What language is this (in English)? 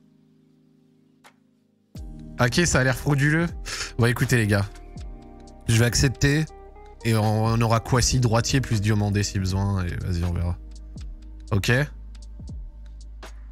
French